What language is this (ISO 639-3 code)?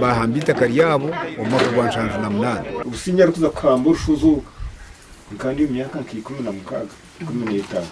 nyn